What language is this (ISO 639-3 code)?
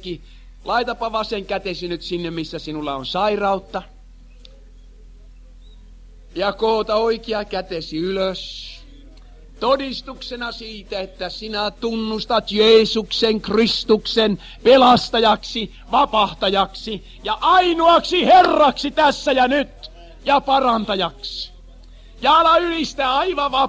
fin